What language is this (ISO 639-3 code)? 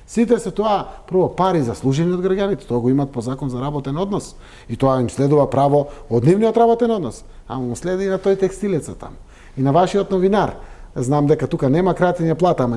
mkd